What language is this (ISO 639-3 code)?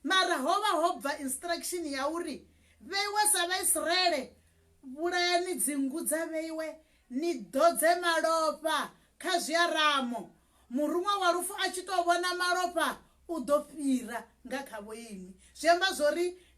ven